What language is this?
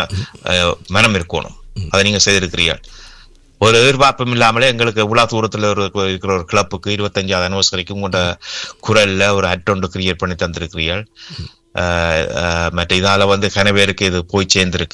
Tamil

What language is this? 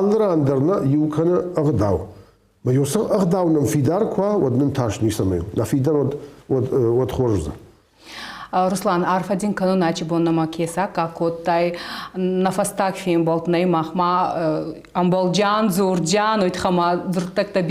Ossetic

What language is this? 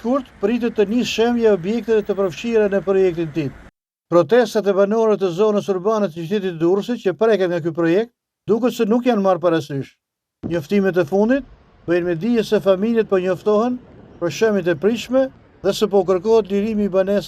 Albanian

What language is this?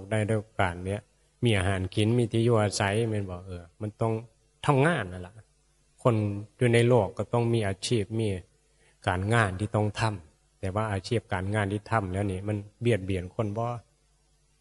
Northeastern Thai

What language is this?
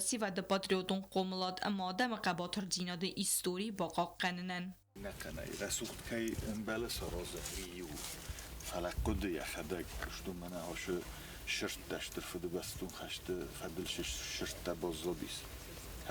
Ossetic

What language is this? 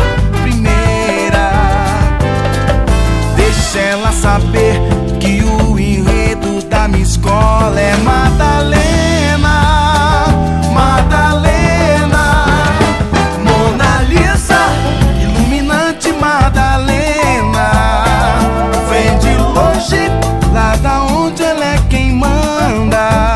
Portuguese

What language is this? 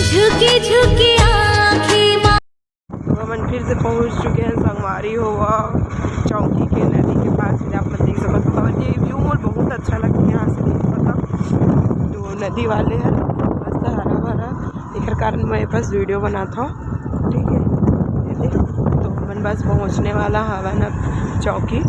Chhattisgarhi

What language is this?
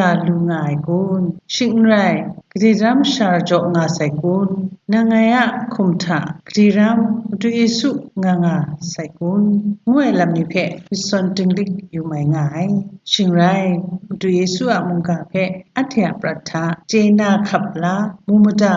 Kachin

